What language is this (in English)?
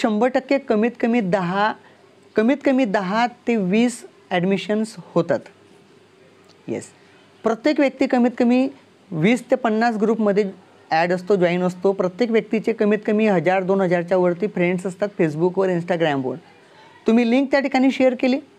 Marathi